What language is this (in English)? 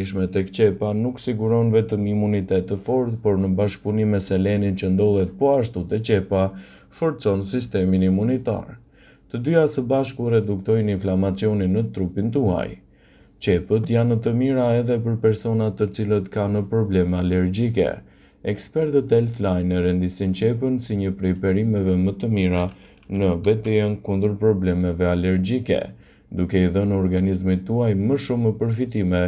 Albanian